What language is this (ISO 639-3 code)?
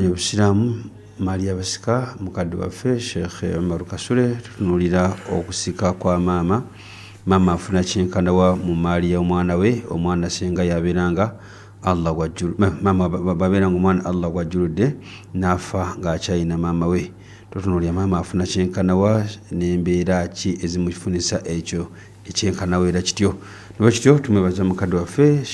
lug